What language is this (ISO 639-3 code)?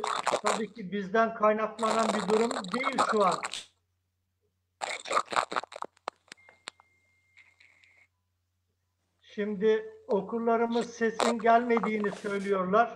tur